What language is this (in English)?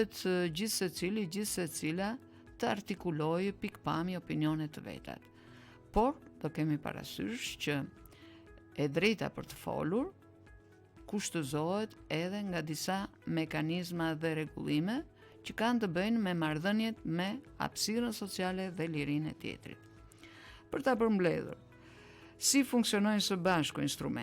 Albanian